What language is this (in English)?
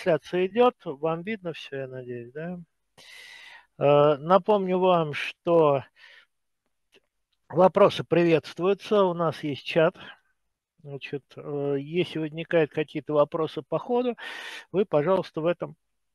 Russian